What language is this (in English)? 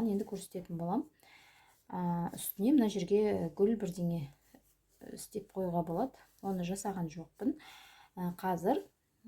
Kazakh